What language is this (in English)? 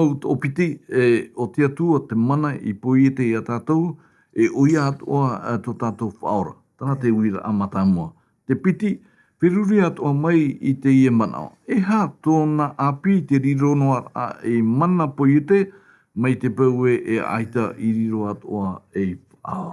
Tahitian